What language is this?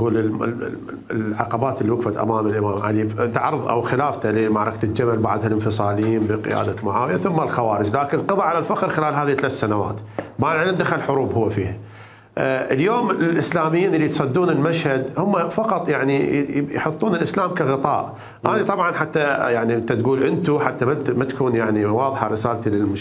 Mesopotamian Arabic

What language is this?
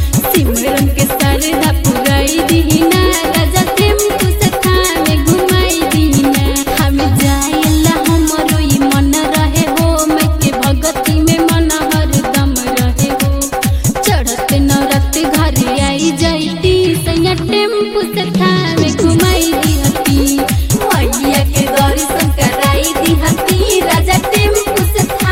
Bhojpuri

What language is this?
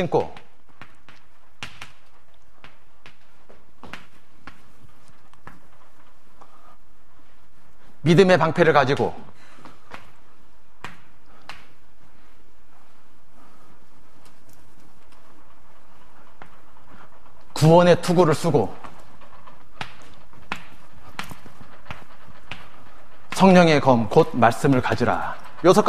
Korean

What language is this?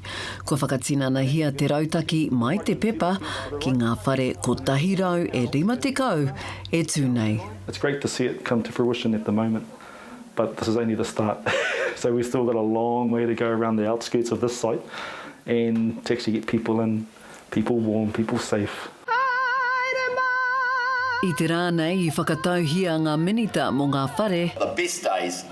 Māori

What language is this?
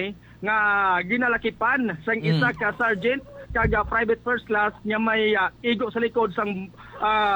Hiligaynon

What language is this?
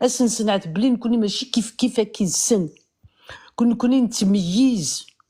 Kabyle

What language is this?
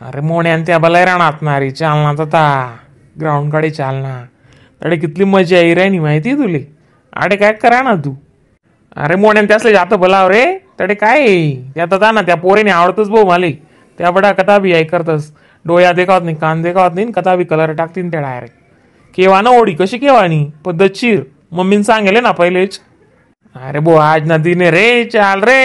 Khandesi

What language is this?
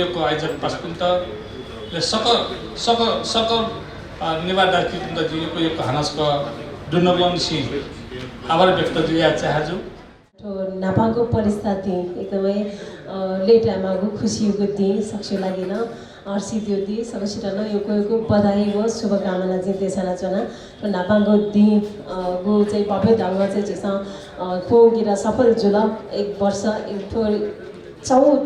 Newari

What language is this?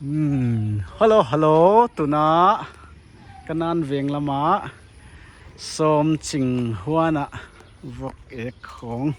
Paite Chin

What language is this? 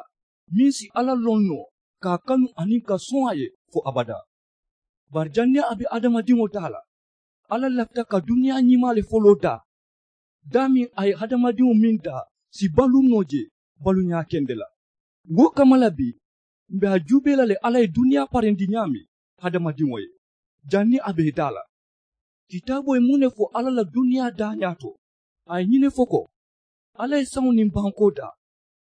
Mandingo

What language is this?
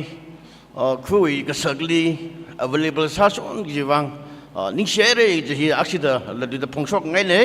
Tangkhul Naga (India)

